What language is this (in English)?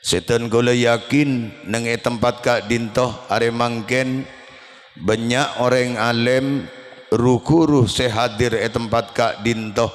Madurese